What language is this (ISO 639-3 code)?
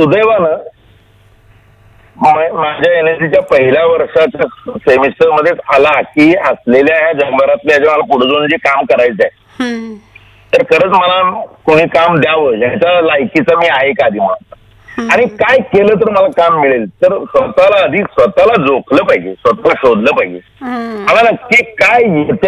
mar